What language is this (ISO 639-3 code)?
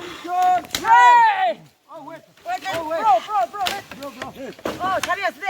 nag